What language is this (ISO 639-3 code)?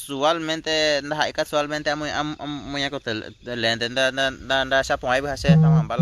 grn